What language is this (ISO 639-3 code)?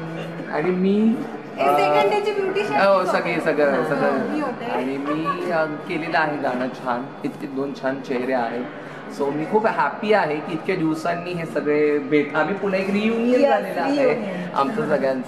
mar